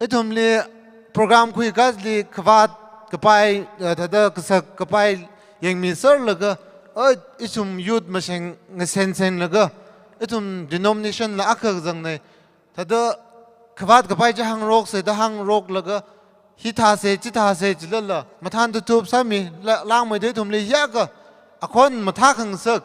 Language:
Tangkhul Naga (India)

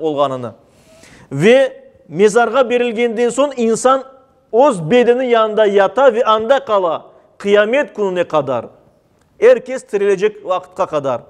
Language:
Crimean Tatar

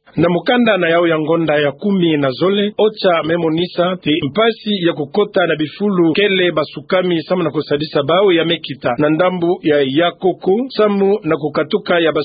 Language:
Kituba (Democratic Republic of Congo)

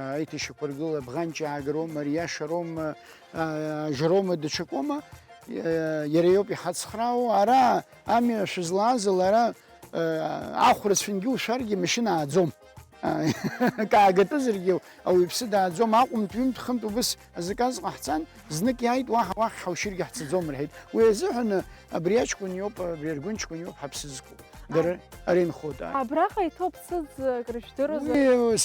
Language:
Abkhazian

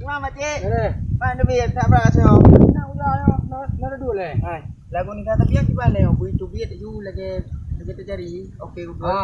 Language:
Achinese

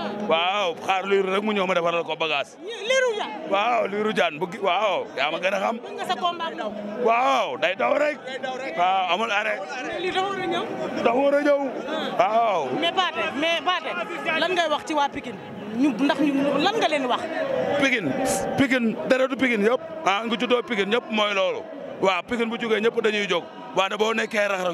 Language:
Wolof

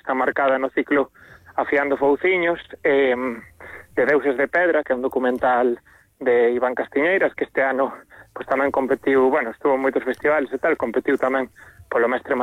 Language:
Galician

